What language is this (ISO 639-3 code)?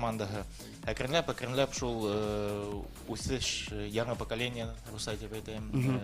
bak